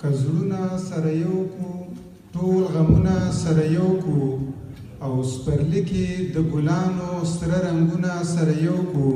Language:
Pashto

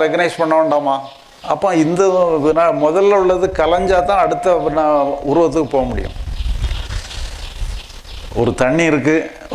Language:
Tamil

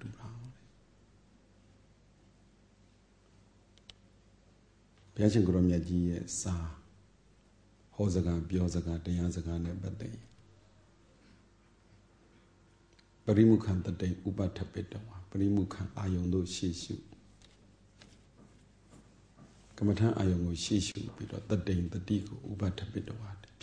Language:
Burmese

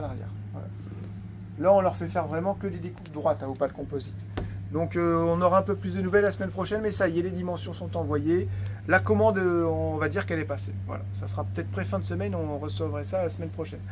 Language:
French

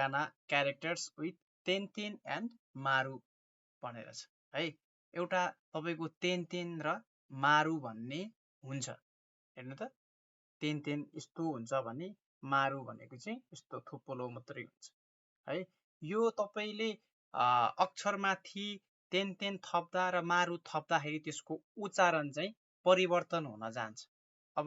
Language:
Nepali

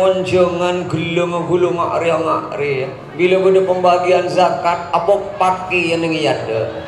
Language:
Madurese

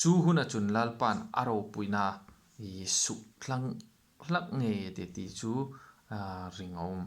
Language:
Hmar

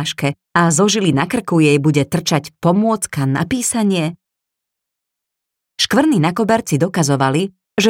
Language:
Slovak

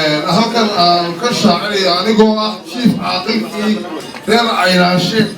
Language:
Somali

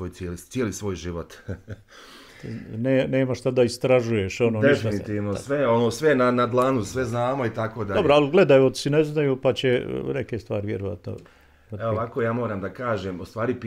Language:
Bosnian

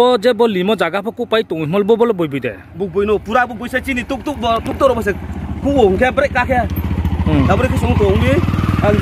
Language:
Riang (India)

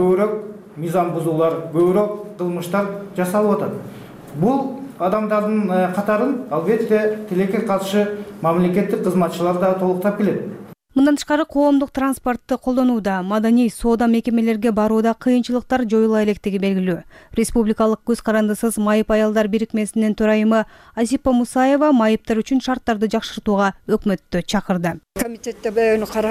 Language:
Kyrgyz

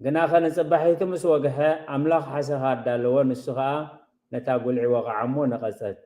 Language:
Tigrinya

